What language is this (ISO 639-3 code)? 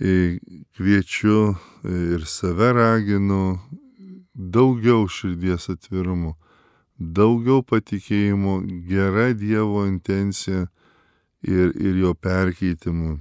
lit